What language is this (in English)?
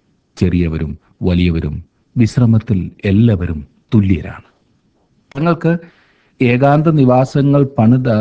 Malayalam